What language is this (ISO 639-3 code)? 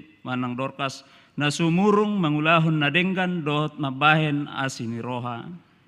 bbc